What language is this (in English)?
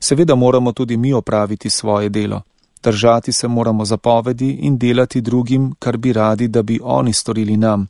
Slovenian